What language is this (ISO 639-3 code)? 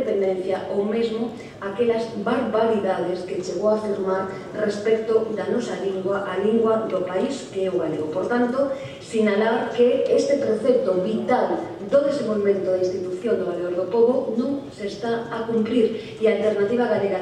glg